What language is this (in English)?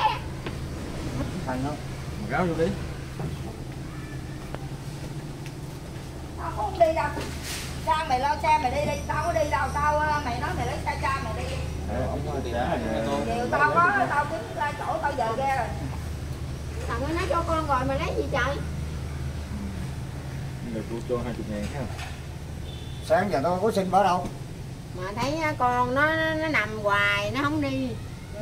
Vietnamese